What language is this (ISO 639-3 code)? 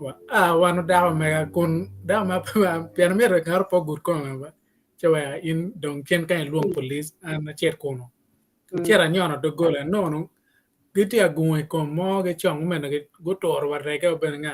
ach